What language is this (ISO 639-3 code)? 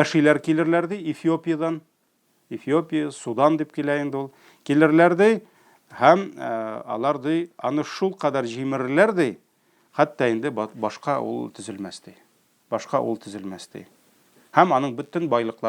tat